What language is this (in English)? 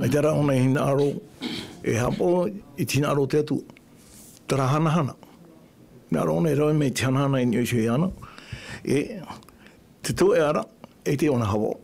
Tahitian